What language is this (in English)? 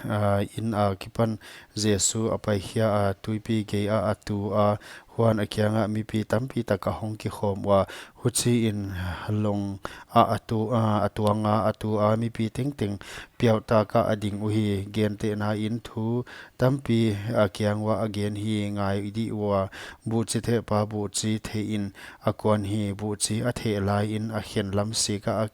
Paite Chin